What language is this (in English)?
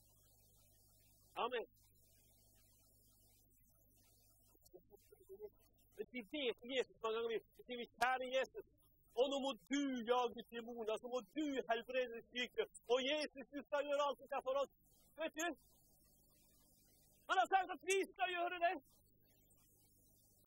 Norwegian